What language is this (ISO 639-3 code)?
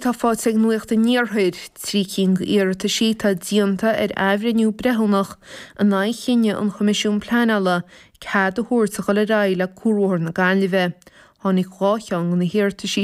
gle